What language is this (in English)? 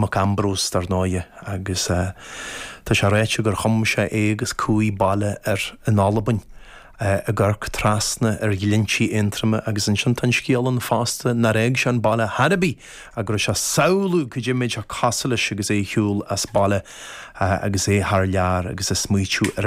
Irish